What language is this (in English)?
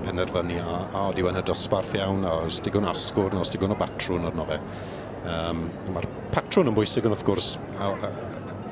Welsh